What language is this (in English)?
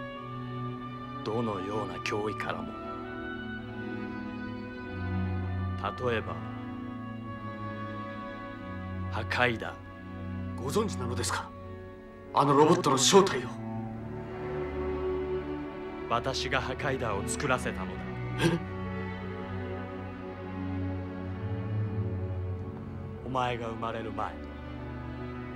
Japanese